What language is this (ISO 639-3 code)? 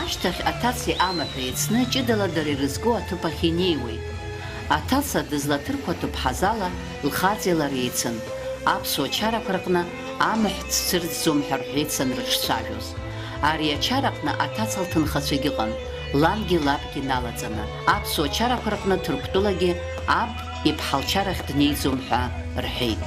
abk